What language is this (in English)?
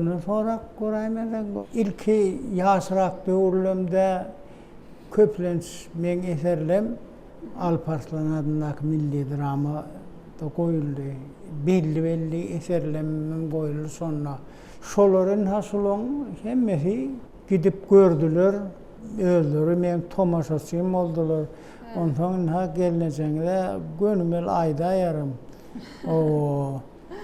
Turkmen